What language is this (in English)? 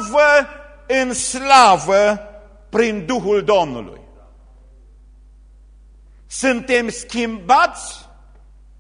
Romanian